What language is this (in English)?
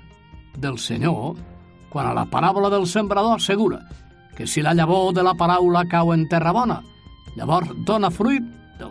Catalan